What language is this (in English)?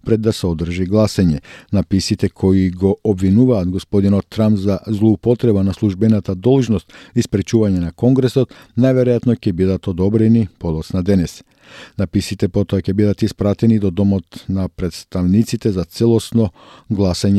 Macedonian